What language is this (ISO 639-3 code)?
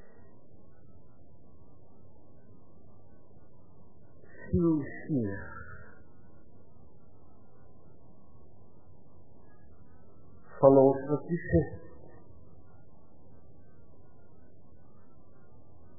afr